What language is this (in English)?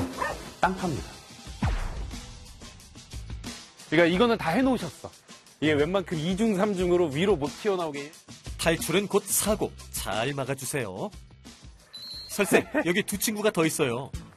Korean